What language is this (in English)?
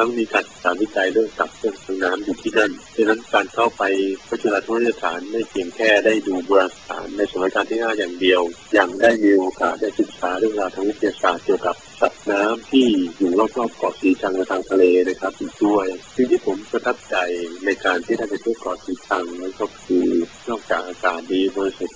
Thai